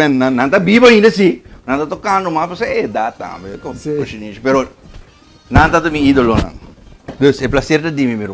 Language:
Papiamento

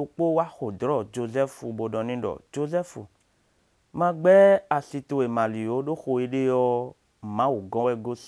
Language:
Somali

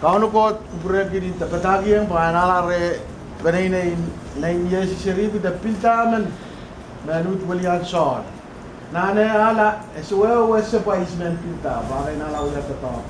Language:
Pohnpeian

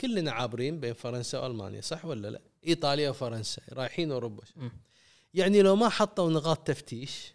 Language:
Gulf Arabic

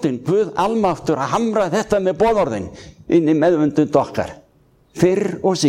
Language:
Icelandic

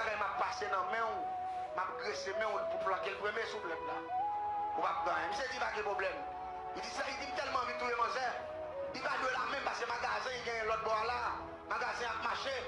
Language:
Haitian Creole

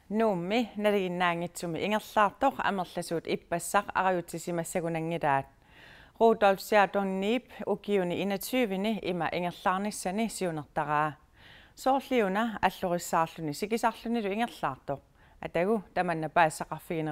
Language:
Kalaallisut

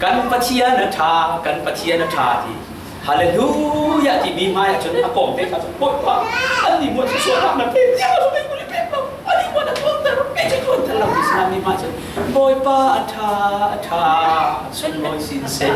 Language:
Falam Chin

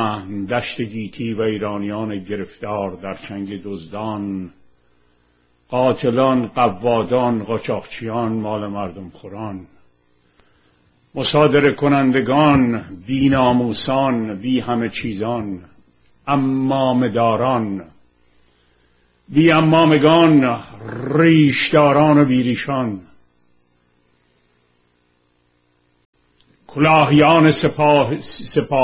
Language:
Persian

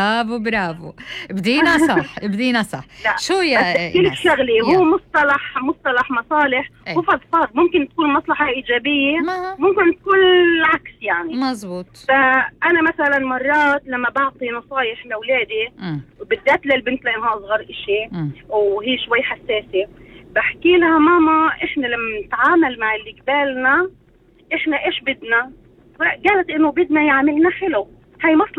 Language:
North Levantine Arabic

